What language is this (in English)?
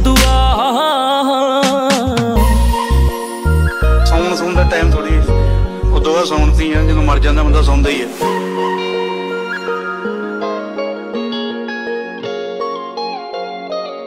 Punjabi